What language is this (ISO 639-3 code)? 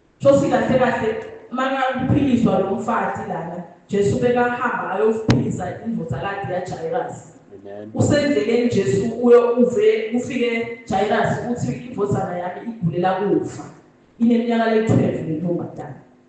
ssw